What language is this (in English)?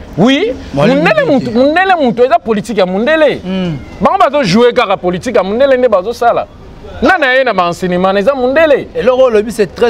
Lingala